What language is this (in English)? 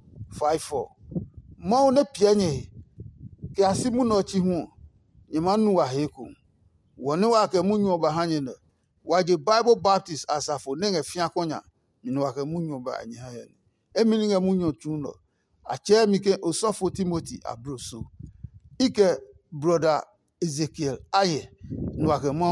Adangme